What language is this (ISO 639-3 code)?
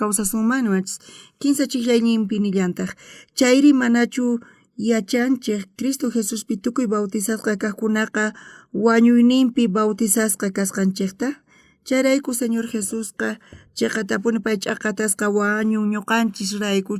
quh